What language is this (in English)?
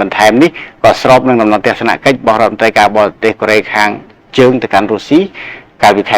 Khmer